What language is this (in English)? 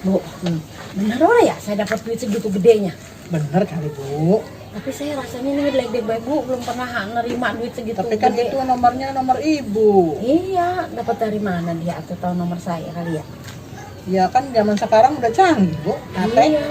Betawi